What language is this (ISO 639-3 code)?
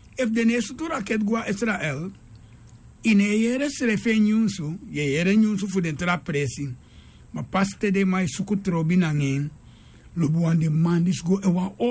srn